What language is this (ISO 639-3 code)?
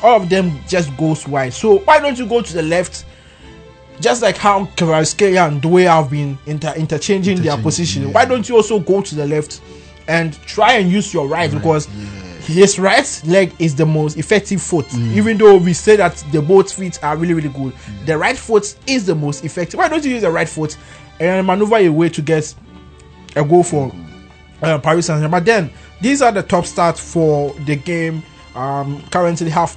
eng